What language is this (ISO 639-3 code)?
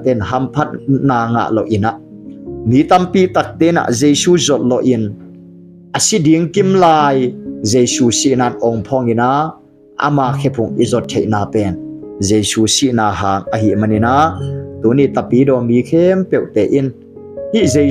ctd